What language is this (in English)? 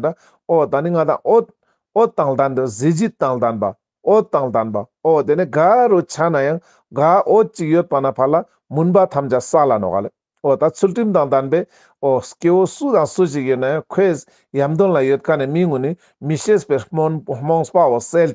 Ladakhi